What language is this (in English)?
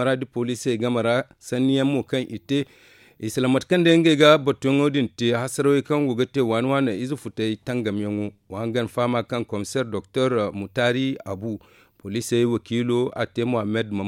Zarma